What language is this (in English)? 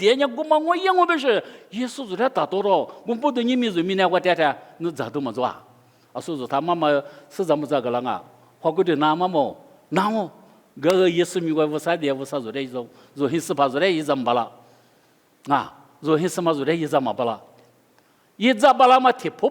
Lisu